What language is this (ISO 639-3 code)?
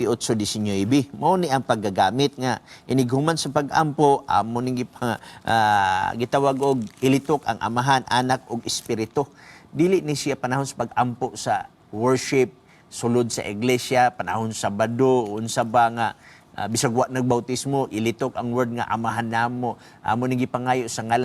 ceb